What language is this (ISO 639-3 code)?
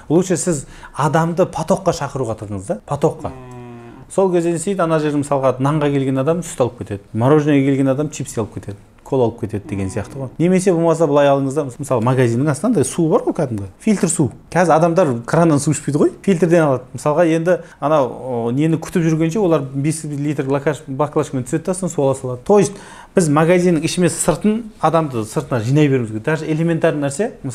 kaz